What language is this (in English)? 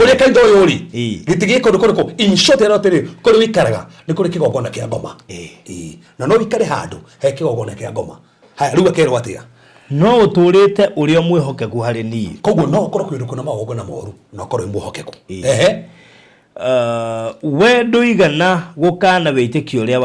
Kikuyu